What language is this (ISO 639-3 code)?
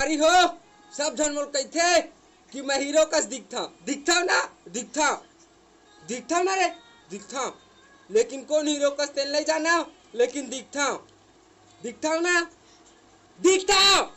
hne